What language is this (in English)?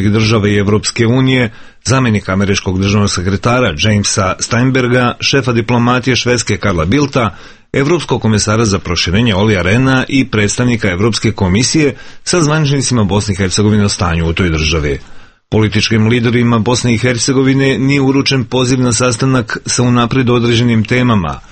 Bosnian